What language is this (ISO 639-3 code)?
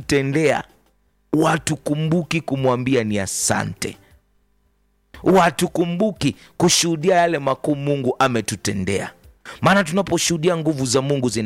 swa